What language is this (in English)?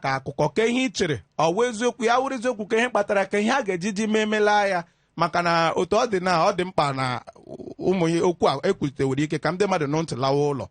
Igbo